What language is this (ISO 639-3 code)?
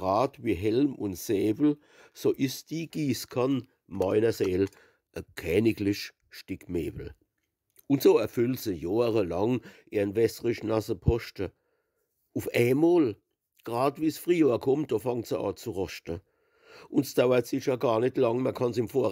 pfl